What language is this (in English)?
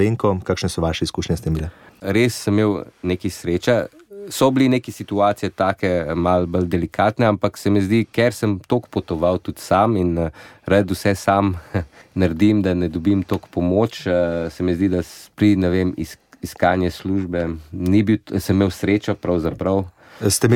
Slovenian